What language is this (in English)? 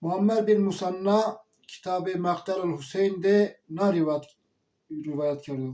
Zaza